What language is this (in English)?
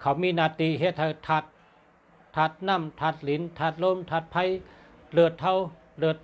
Shan